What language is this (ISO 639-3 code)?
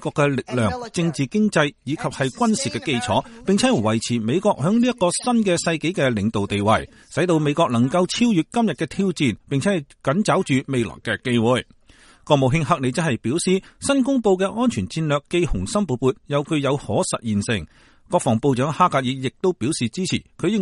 yue